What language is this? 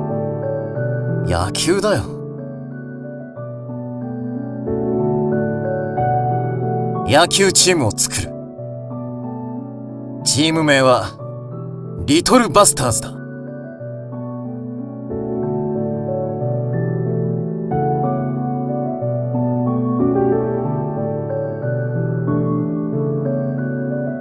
Japanese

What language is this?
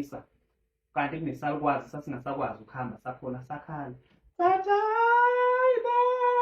Zulu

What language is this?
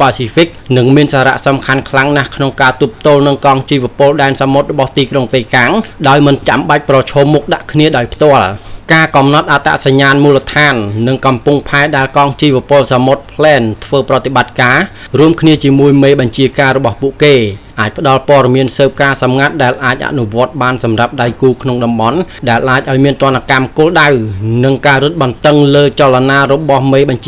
Khmer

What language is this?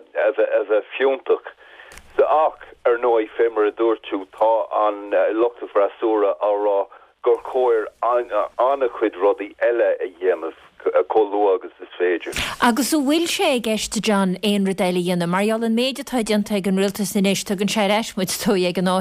Irish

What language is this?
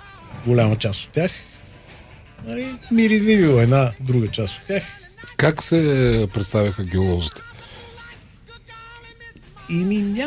Bulgarian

